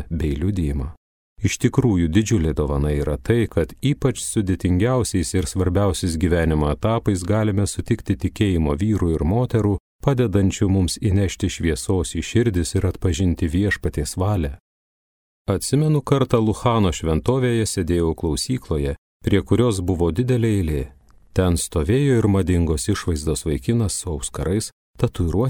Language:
Lithuanian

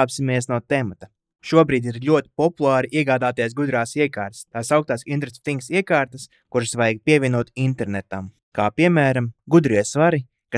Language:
Latvian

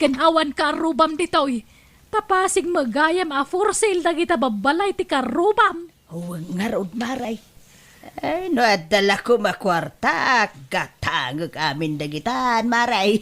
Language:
Iloko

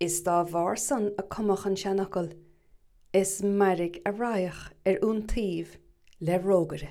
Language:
Irish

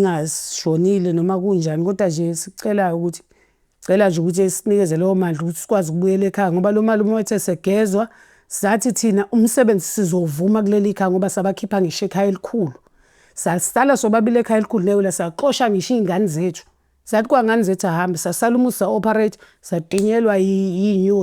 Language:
Zulu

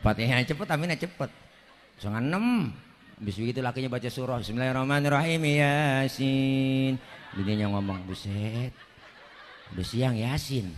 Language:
Betawi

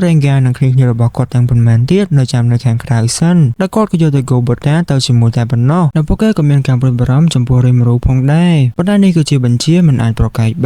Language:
Khmer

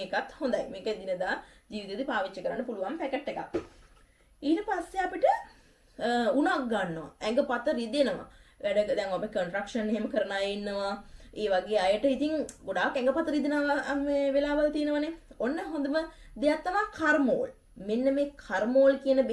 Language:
Sinhala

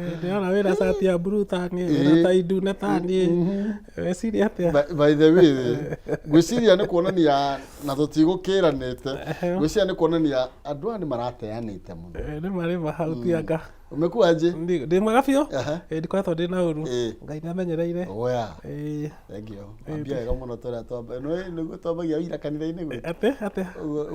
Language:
Kikuyu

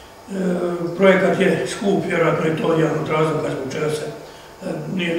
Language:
Croatian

